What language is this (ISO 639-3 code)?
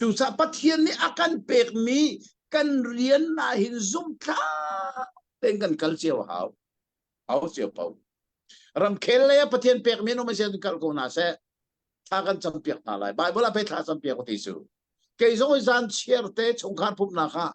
cnh